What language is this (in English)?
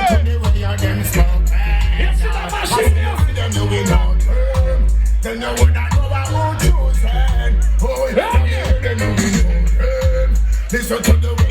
Jamaican Creole English